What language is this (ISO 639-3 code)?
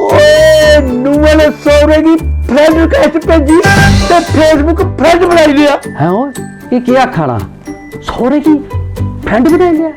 doi